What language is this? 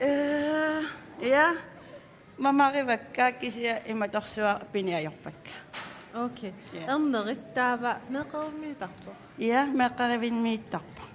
Kalaallisut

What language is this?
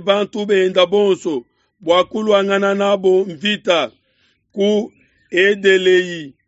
Luba-Lulua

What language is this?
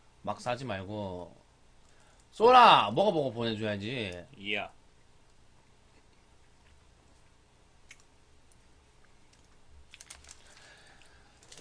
Korean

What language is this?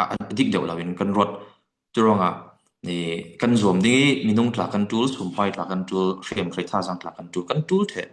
Falam Chin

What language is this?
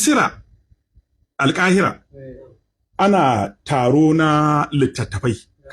Hausa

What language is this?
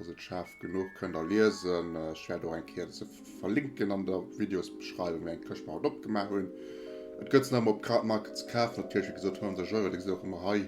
Luxembourgish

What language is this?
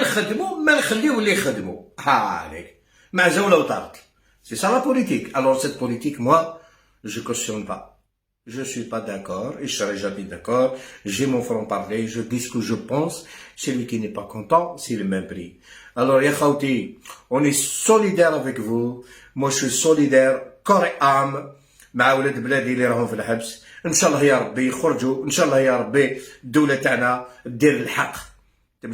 Algerian Arabic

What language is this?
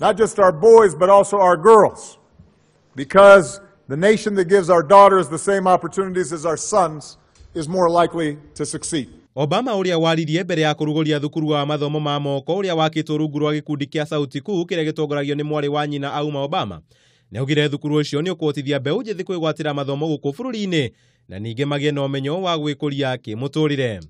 Kikuyu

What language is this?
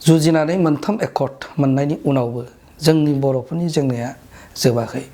Bodo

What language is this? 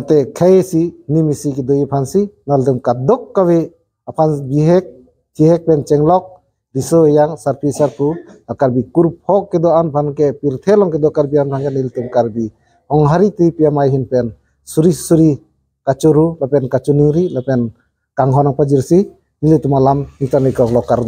Karbi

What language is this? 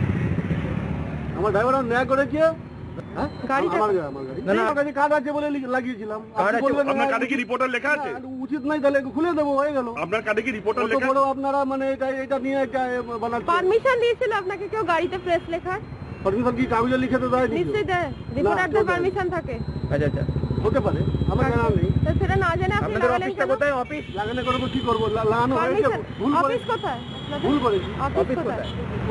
Bangla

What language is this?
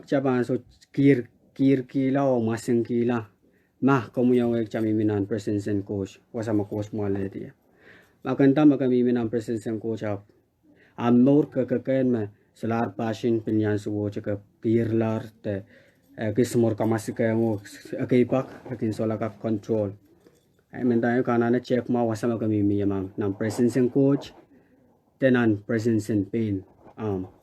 Pohnpeian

